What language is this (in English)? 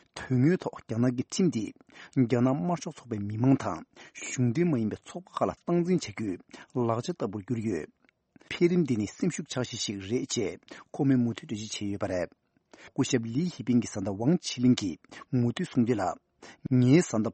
Tibetan